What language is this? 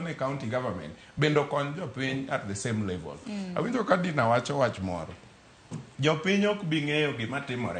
Luo (Kenya and Tanzania)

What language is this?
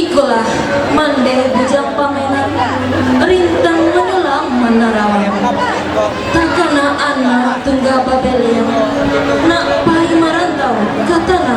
Minangkabau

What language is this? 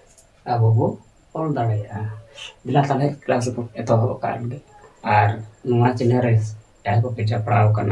Santali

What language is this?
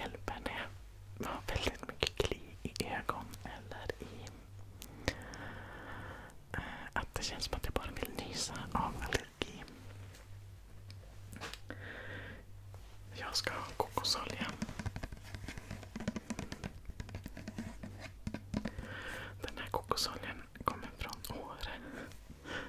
Swedish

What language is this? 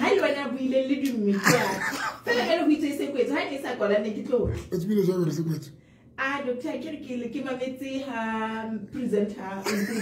Southern Sotho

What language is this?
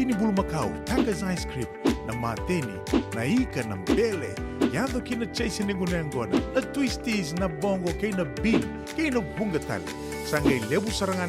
Fijian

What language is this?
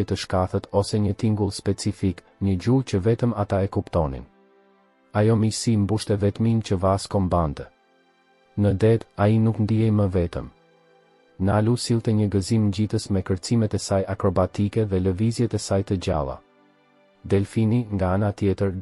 Albanian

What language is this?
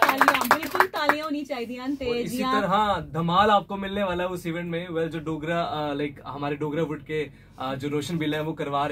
Dogri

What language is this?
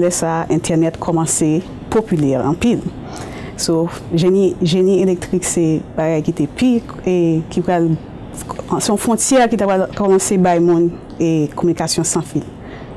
Haitian Creole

